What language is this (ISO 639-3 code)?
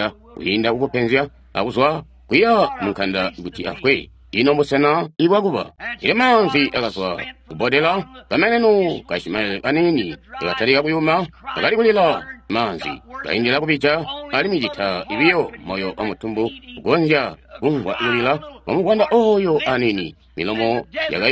toi